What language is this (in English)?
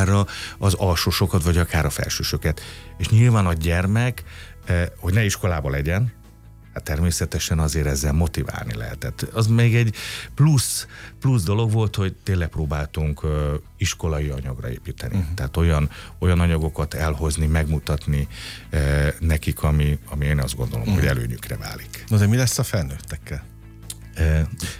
Hungarian